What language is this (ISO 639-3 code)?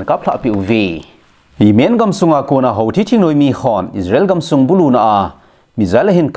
tcz